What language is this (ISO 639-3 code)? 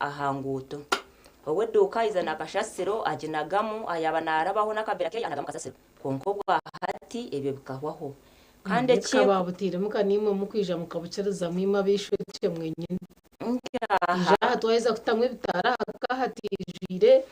nyn